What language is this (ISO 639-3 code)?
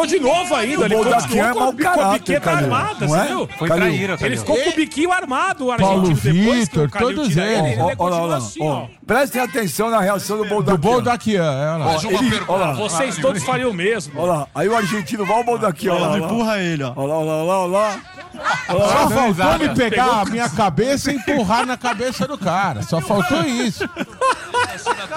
por